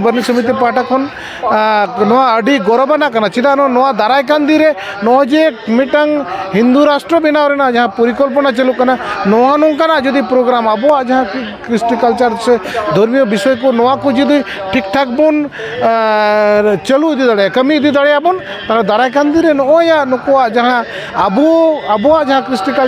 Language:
Santali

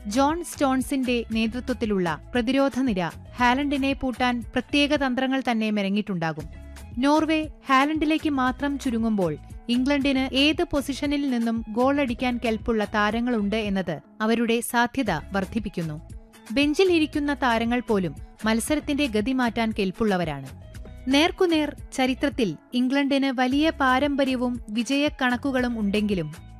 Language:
Malayalam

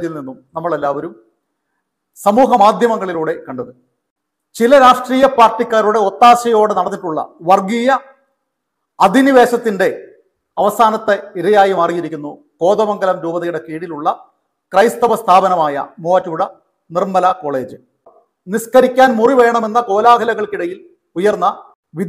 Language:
Malayalam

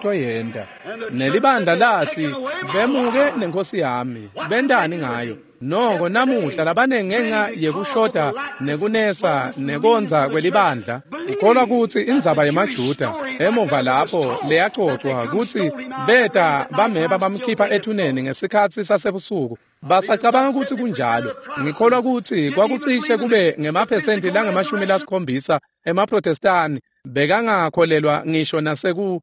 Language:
Swati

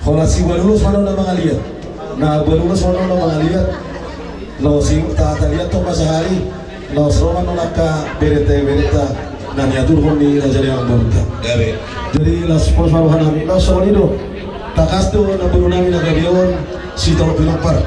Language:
Batak Toba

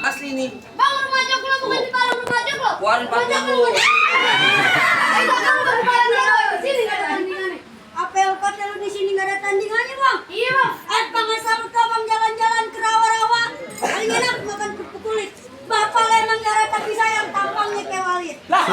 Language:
Betawi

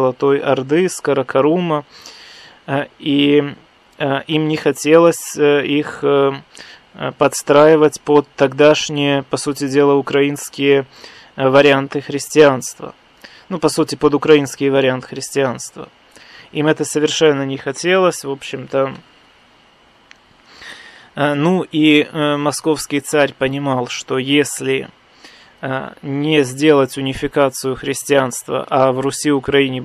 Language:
Russian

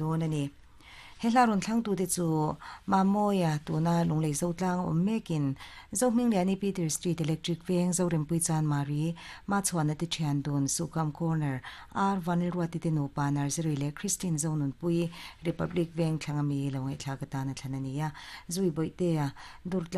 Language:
Mizo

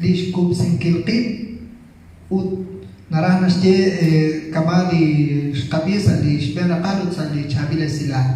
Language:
Kekchí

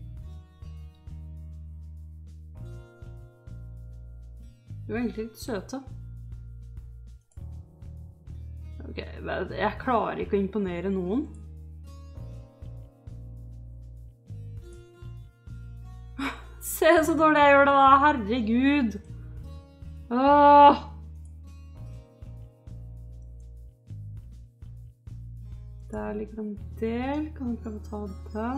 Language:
Norwegian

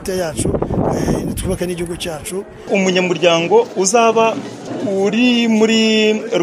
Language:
Kinyarwanda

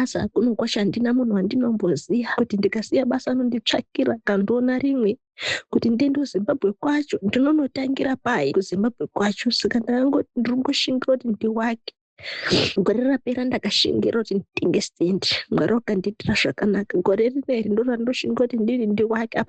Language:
Shona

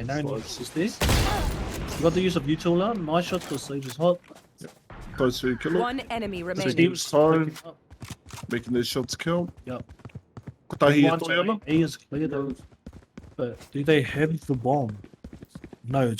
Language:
Māori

